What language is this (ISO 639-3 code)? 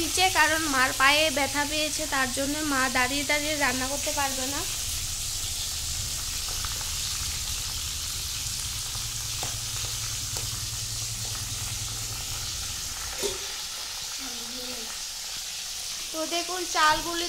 ben